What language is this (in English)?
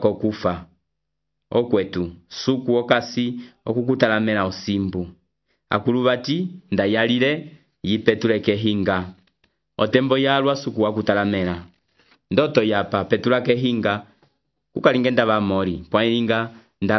Umbundu